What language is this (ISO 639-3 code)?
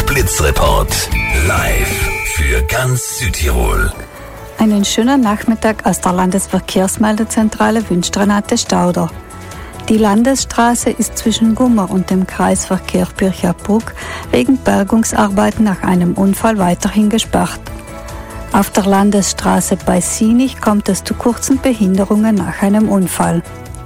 deu